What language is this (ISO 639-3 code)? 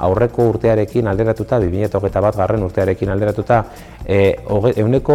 eus